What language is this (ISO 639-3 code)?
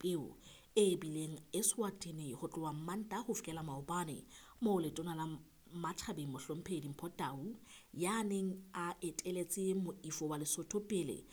sot